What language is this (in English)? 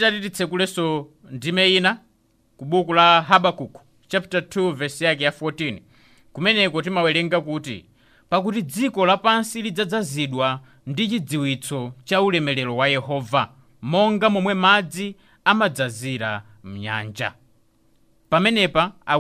Nyanja